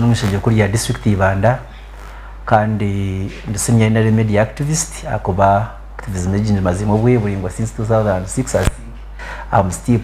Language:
Nyankole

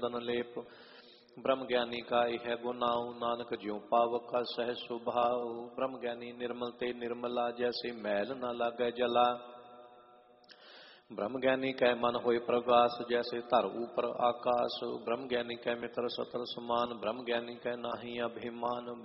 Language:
Punjabi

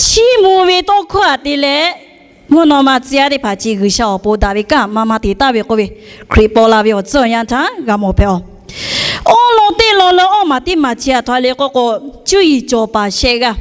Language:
Lahu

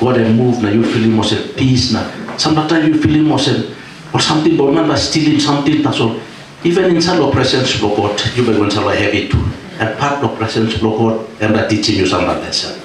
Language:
Tok Pisin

